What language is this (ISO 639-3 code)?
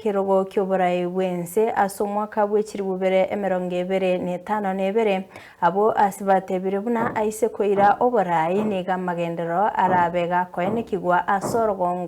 guz